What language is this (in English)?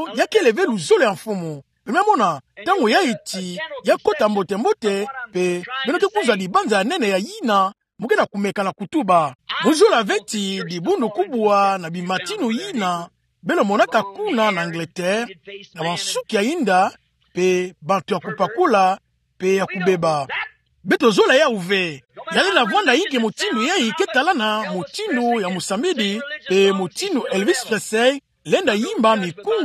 Kituba (Democratic Republic of Congo)